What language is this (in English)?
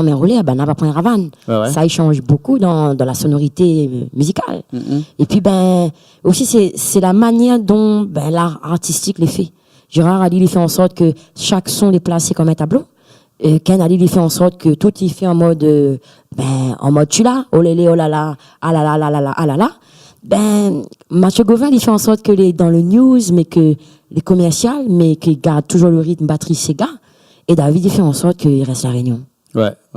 Réunion Creole French